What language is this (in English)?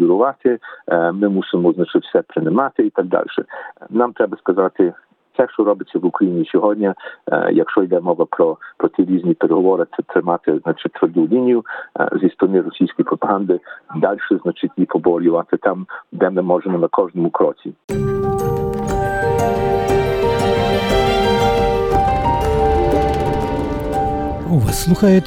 Ukrainian